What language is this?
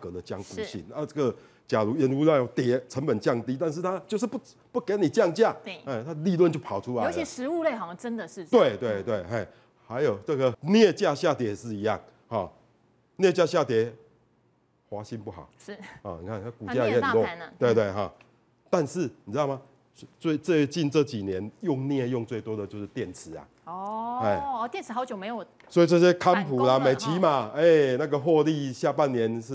Chinese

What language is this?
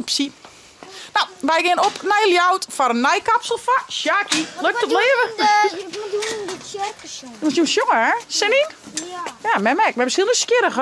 Western Frisian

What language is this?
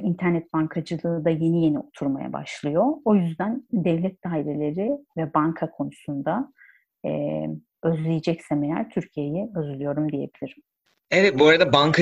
Turkish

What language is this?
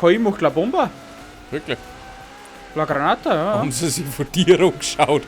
Bavarian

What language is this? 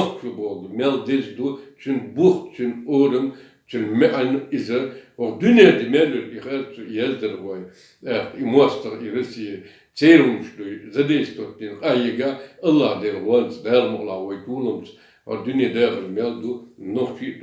Chechen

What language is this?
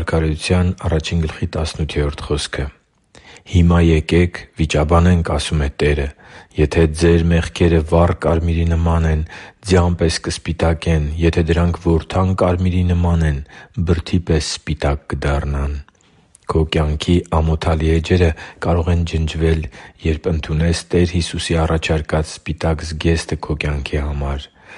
Armenian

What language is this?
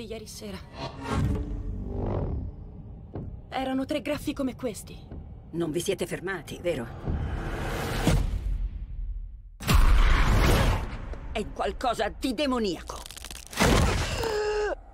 Italian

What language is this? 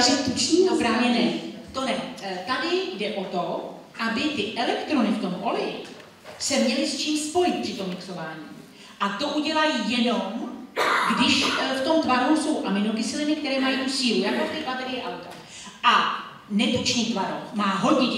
Czech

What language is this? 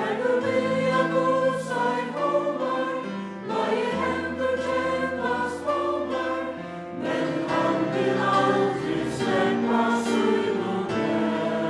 Faroese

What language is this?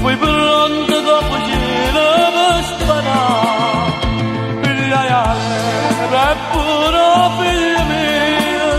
Neapolitan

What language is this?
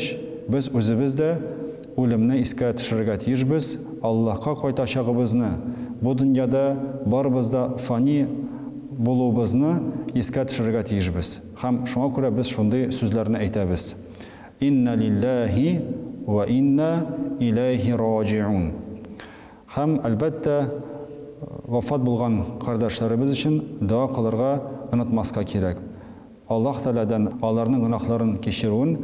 Tatar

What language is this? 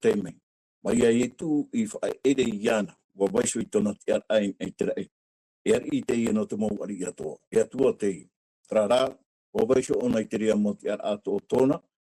Tahitian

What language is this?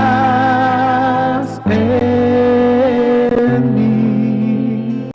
Aymara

